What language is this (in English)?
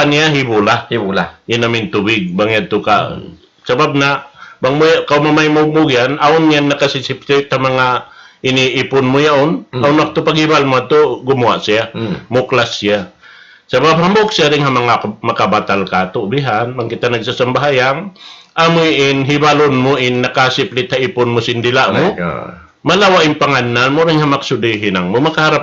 Tausug